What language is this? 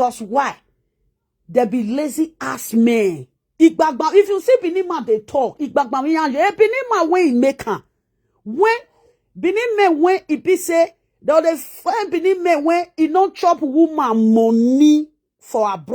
Nigerian Pidgin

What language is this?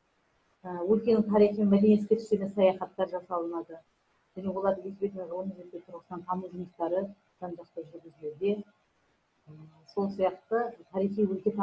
Kazakh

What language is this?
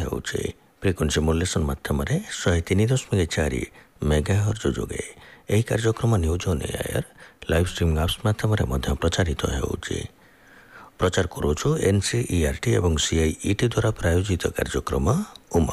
Odia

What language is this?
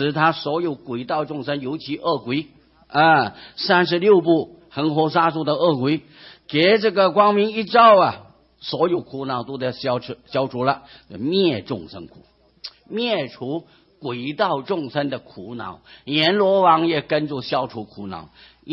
Chinese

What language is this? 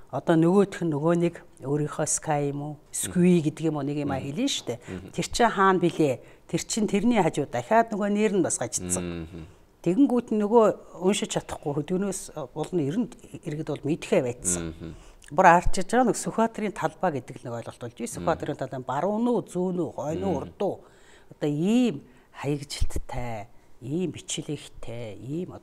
Mongolian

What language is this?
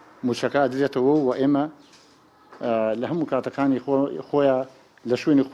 Central Kurdish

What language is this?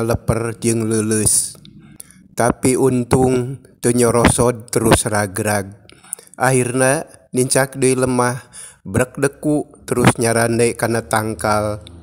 Sundanese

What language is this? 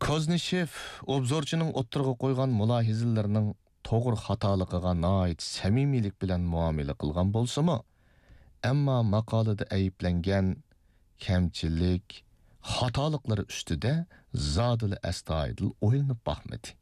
Uyghur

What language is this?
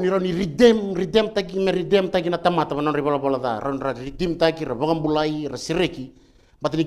Fijian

